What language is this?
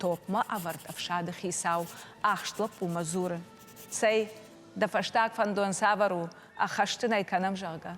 Ossetic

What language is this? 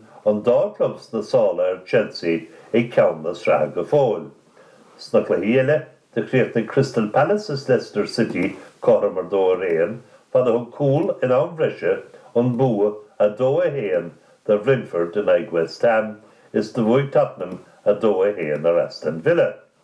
Irish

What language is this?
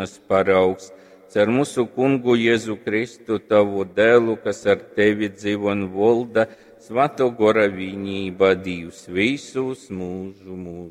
Latgalian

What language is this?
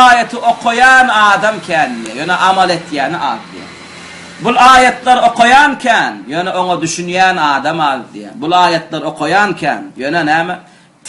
Turkmen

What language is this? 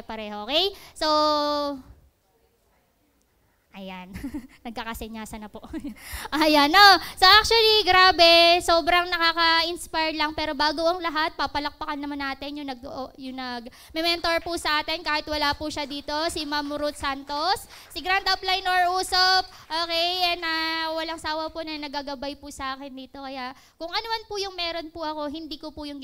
Filipino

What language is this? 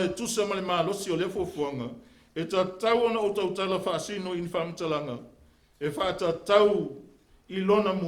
Samoan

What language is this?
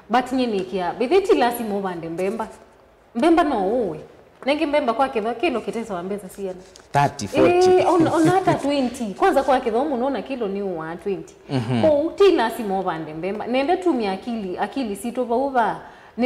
Kamba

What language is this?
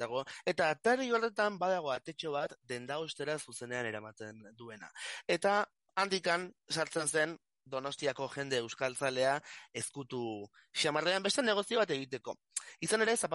Basque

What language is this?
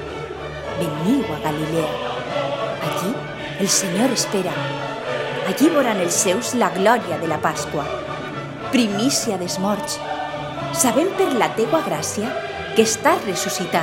Catalan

